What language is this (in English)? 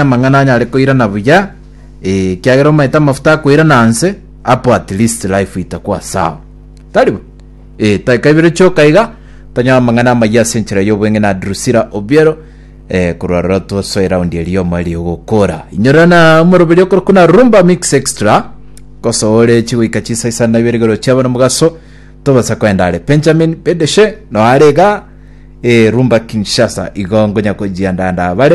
Gusii